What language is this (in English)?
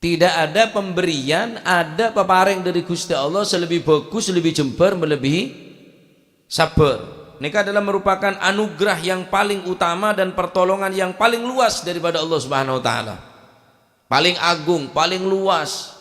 Madurese